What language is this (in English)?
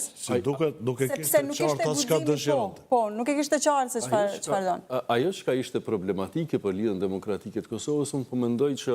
Albanian